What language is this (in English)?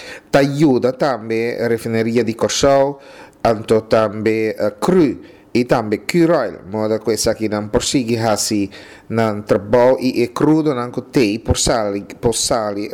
Papiamento